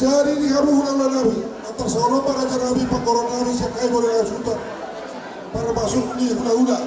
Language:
Batak Toba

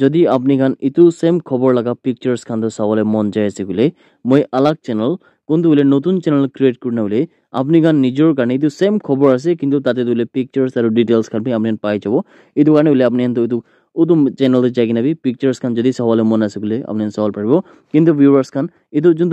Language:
Naga Pidgin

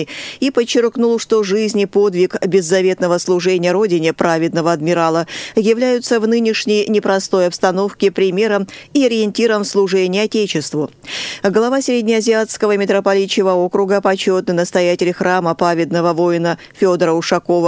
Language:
Russian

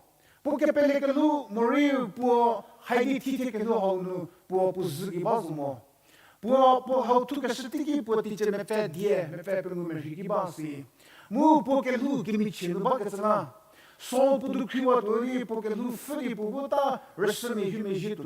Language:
Angami Naga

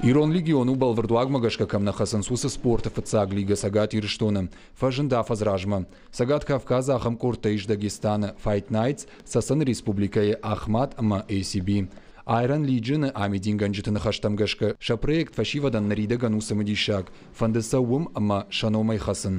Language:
Ossetic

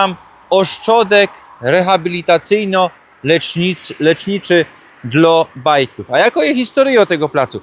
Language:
Silesian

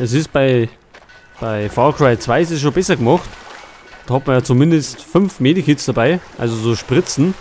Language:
Bavarian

